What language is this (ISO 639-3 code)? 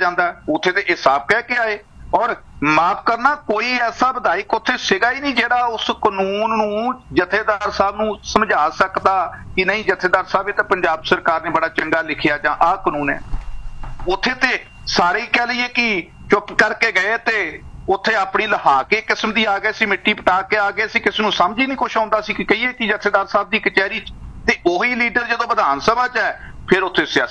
pan